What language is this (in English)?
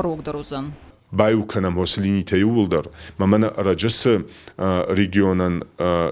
Ossetic